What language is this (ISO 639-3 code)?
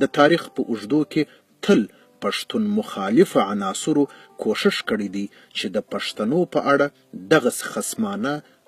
pus